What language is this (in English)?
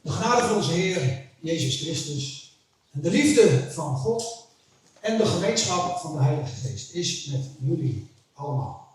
Western Frisian